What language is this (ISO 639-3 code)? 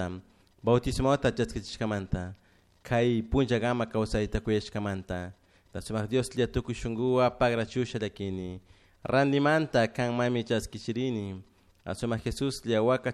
qug